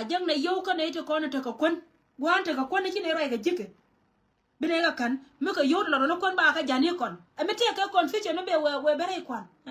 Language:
Nuer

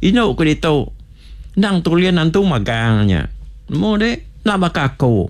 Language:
Iban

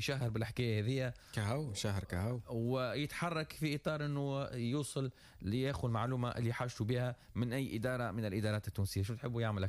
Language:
Tunisian Arabic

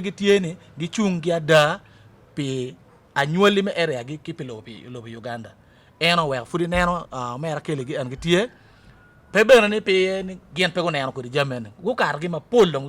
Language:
Acoli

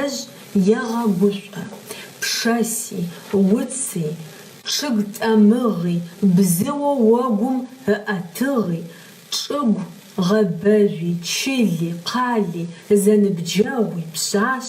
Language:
Adyghe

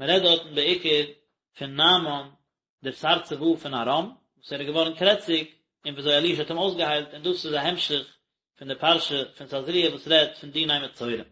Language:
Yiddish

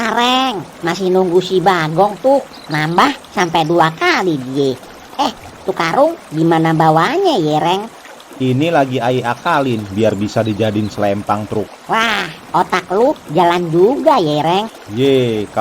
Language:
Betawi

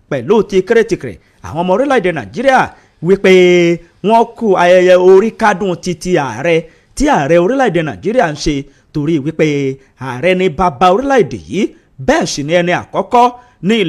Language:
Yoruba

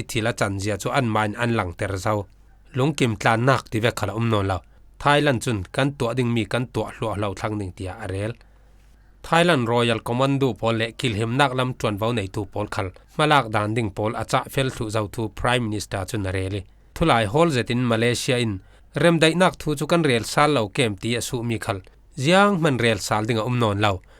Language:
Falam Chin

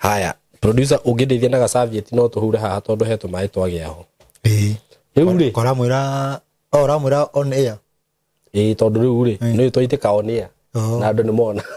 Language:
Kikuyu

